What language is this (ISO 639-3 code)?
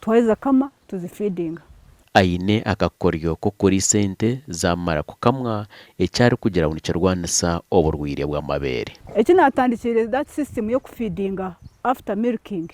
nyn